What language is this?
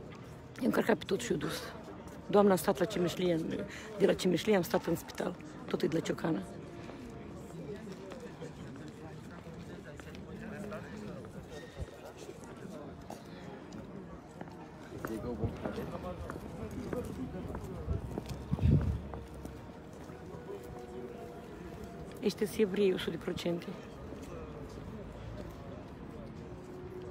Romanian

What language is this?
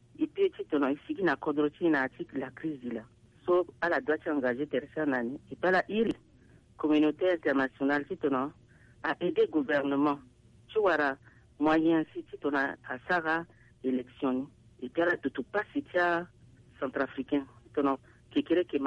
Sango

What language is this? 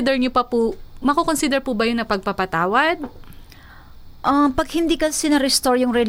Filipino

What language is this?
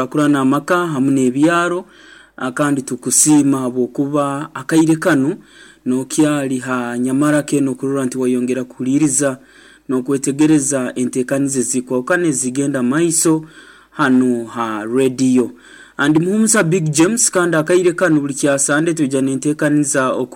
Nyankole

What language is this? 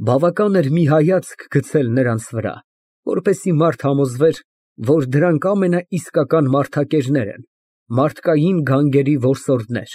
Armenian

